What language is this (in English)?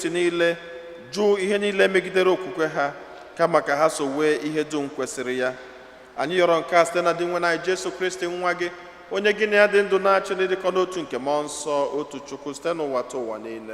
Igbo